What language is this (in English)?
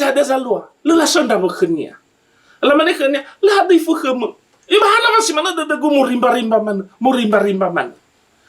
Nias